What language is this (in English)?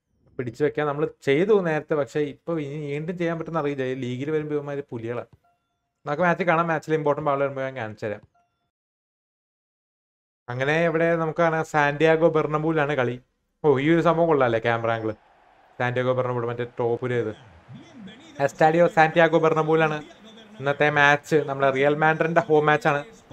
Malayalam